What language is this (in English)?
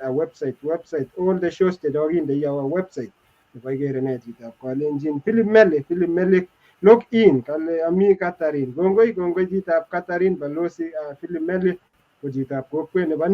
Kalenjin